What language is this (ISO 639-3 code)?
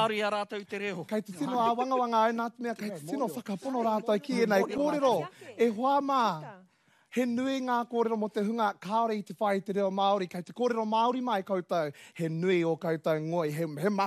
mri